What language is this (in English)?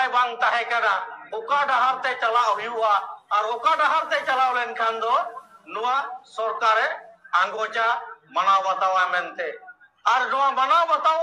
Santali